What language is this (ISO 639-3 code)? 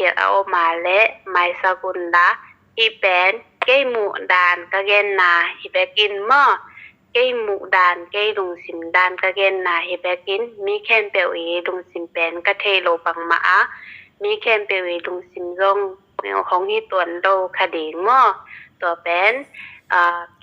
ctd